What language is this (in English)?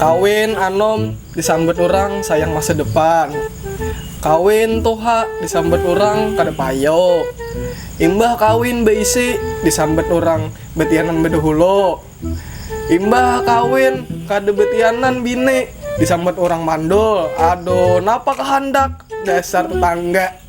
Banjar